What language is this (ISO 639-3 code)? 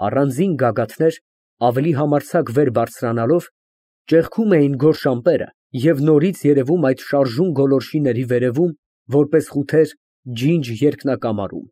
hye